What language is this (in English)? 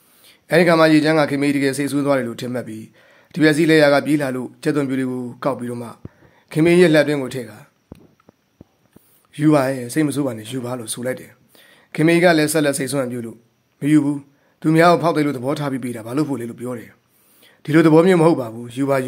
Burmese